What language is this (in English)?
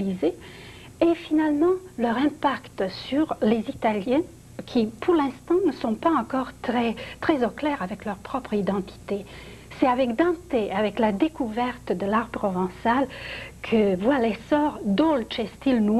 French